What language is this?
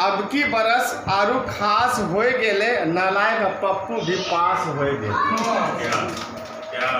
Angika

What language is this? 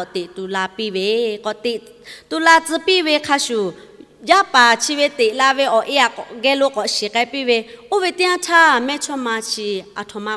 Lahu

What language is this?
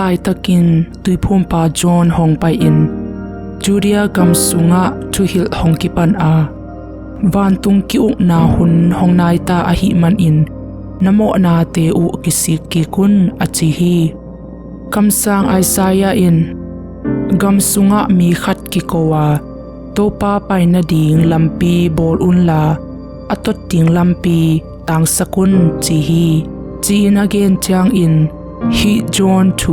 Tedim Chin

